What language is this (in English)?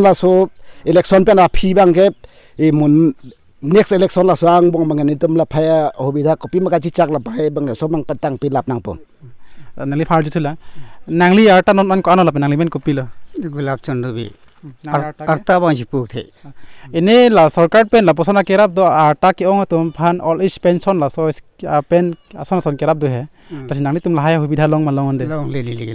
Karbi